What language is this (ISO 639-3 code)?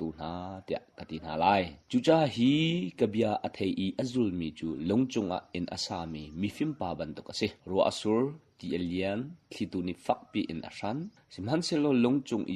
cnh